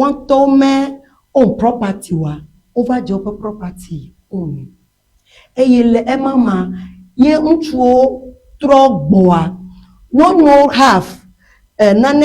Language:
Ewe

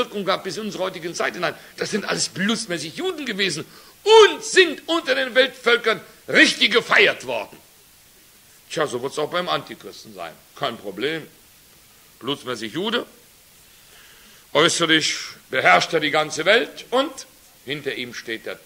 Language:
German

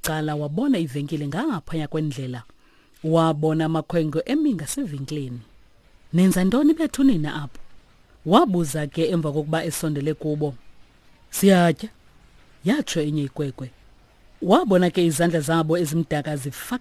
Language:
Xhosa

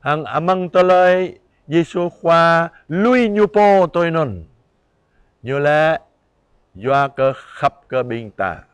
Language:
Jarai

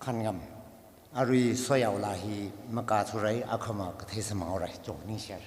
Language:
Tangkhul Naga (India)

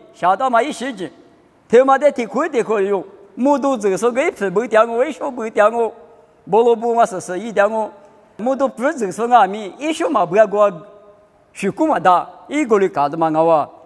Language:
Lisu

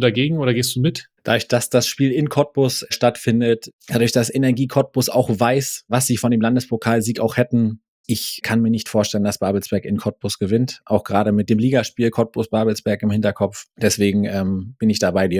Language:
German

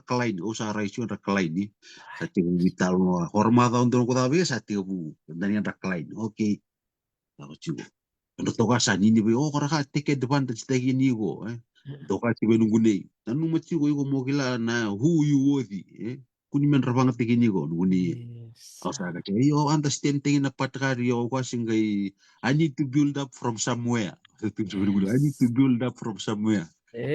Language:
Fijian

